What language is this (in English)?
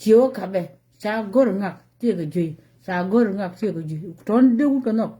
Nuer